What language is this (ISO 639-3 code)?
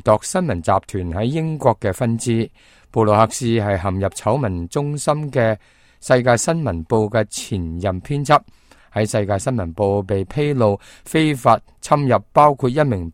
yue